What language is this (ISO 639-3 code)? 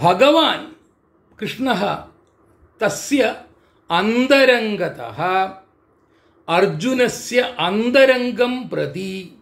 san